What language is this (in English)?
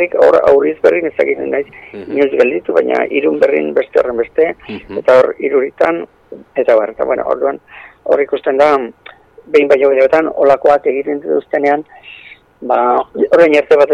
Basque